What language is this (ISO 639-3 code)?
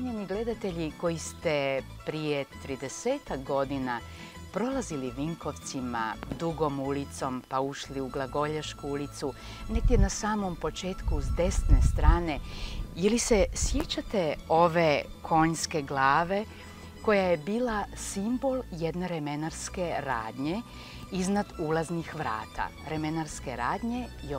hrv